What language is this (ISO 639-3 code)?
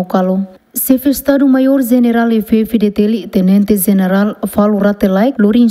tet